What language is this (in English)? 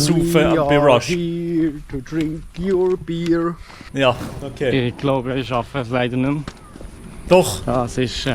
Swiss German